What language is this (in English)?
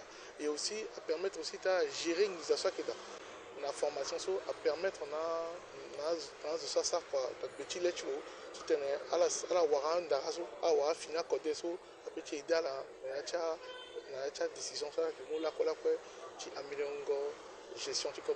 Sango